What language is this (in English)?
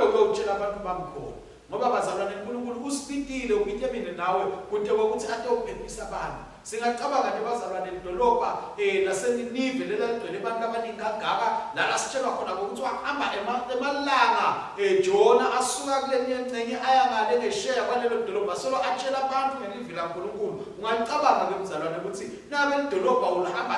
Swati